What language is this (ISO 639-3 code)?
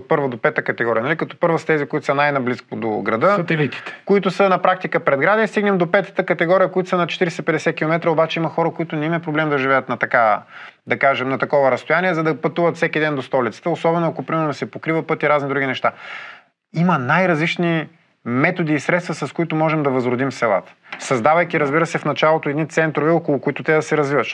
bul